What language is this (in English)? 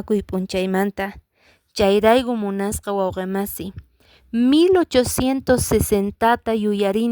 Quechua